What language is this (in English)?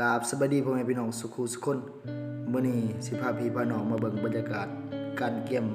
Lao